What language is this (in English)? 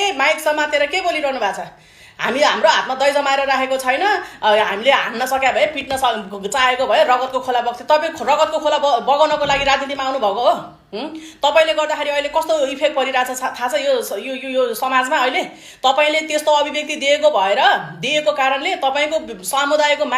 Nepali